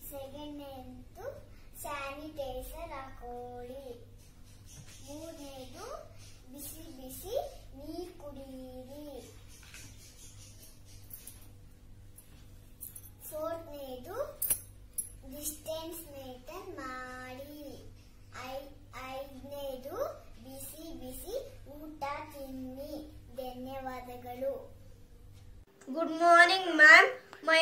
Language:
Kannada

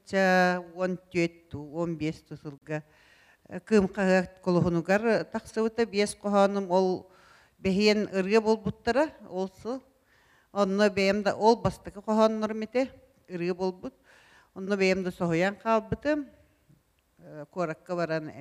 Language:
Yakut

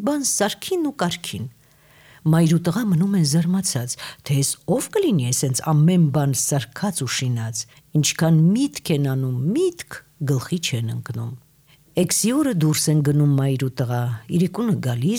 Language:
Armenian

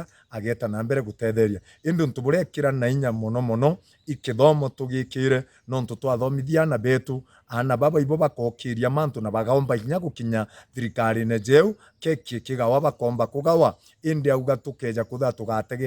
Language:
Meru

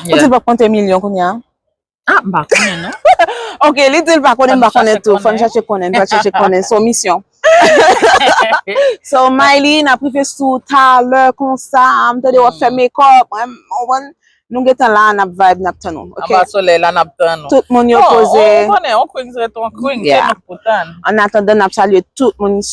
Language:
Haitian Creole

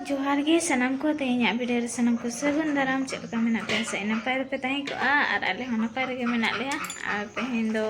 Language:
Santali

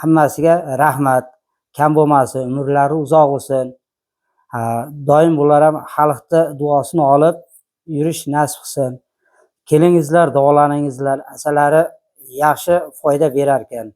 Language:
Uzbek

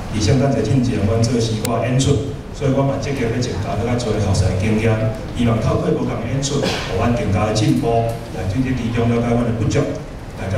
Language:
Min Nan Chinese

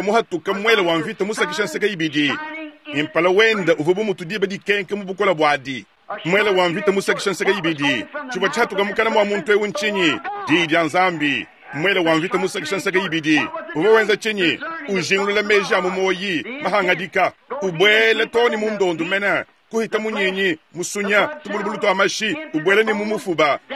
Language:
Luba-Lulua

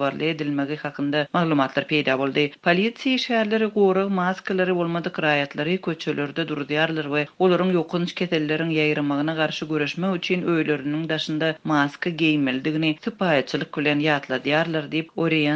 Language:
Turkmen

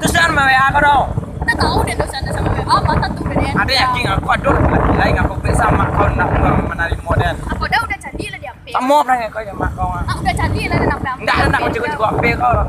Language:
Minangkabau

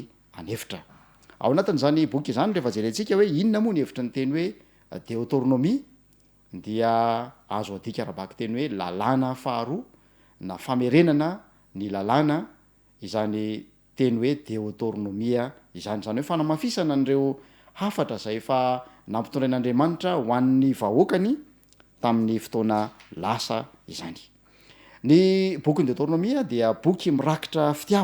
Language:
Malagasy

